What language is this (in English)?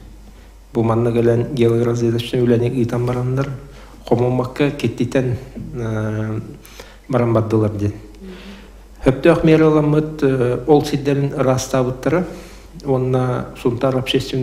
Yakut